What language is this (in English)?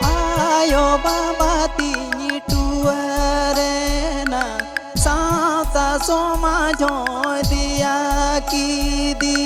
Santali